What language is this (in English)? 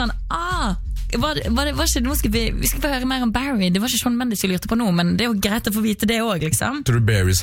Norwegian